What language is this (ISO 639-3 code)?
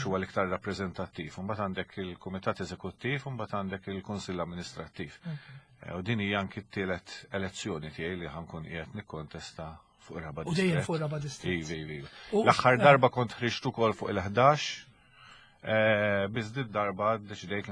mlt